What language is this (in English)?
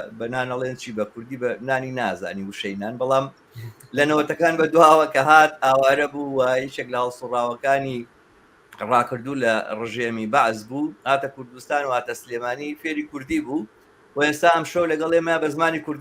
Central Kurdish